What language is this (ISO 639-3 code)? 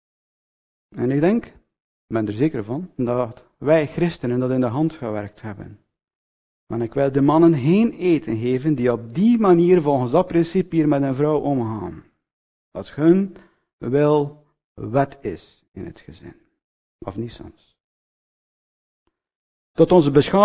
nld